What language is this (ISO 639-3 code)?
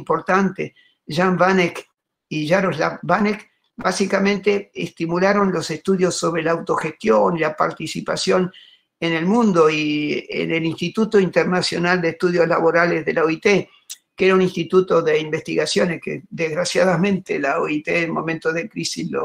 spa